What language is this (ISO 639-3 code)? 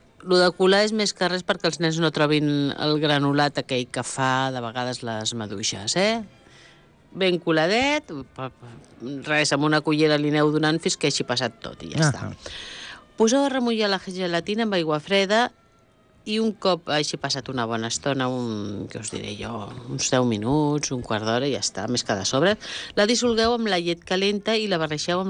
cat